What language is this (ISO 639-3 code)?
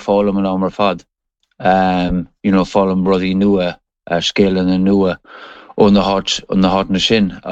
gle